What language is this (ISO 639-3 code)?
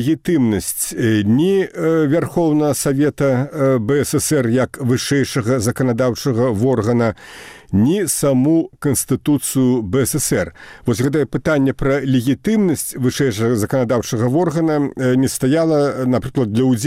bel